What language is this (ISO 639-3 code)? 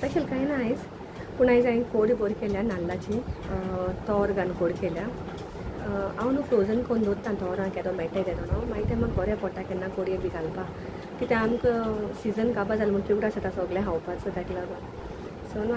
kok